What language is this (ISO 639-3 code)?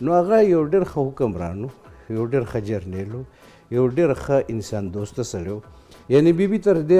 pus